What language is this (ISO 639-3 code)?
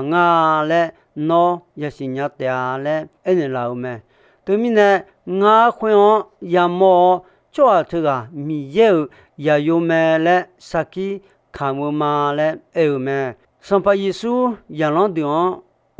ahk